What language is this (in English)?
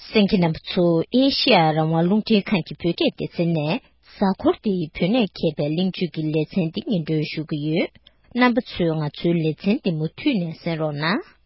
Tibetan